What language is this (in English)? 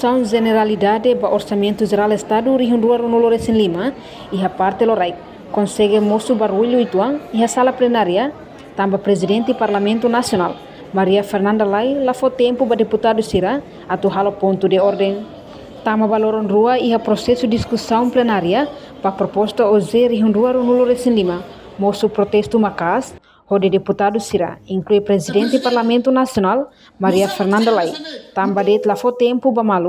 Tetum